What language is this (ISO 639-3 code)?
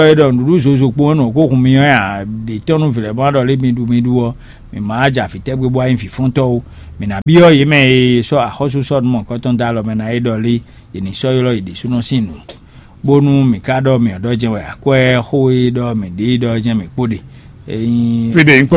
fon